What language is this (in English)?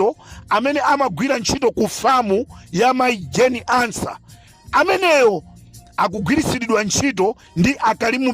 Nyanja